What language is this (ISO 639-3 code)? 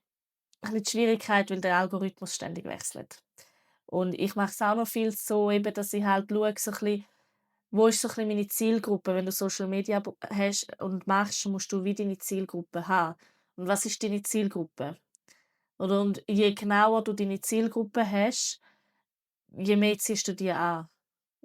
gsw